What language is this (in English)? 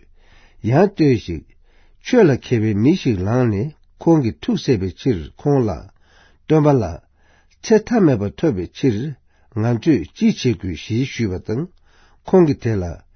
Tibetan